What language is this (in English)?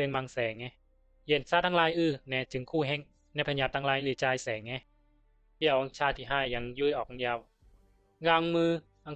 Bisu